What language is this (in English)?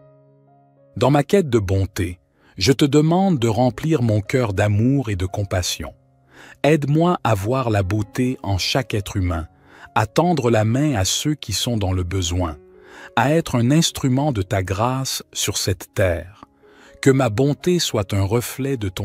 French